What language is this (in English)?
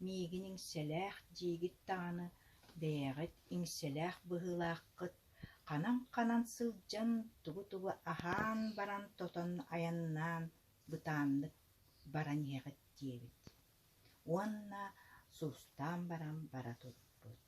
Yakut